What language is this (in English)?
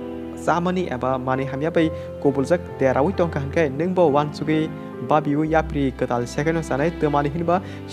Kok Borok